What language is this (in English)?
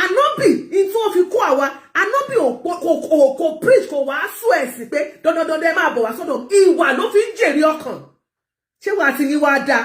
Yoruba